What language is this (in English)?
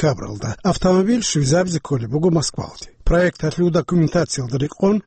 Avaric